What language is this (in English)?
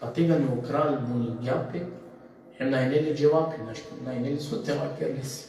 Balkan Romani